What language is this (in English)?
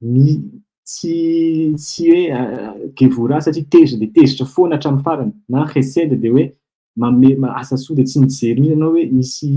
Malagasy